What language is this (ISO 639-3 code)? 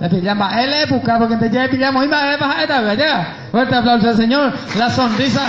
grn